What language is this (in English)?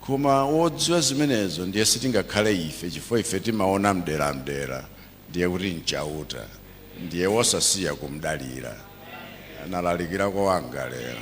Nyanja